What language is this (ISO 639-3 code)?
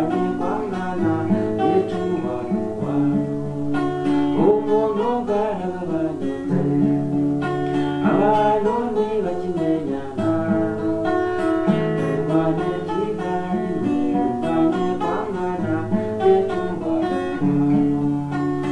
kin